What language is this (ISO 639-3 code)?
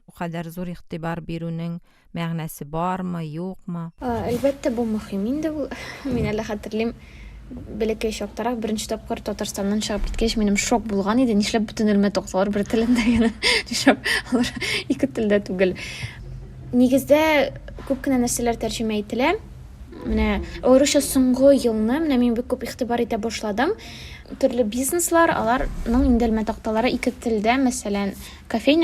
tat